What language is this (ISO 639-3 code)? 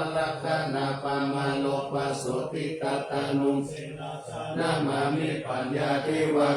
pli